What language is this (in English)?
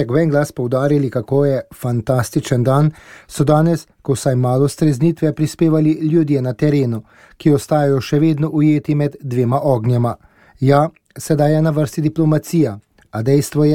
Slovenian